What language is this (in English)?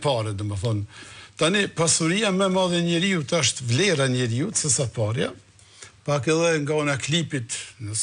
Albanian